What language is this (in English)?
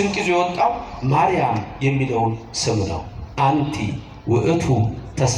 Amharic